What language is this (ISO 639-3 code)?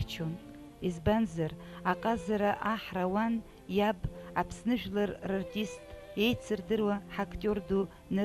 abk